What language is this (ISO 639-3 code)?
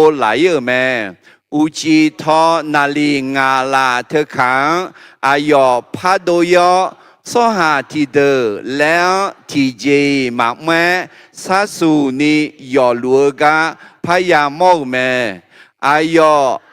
ahk